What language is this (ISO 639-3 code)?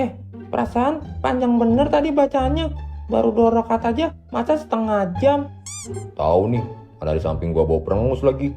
bew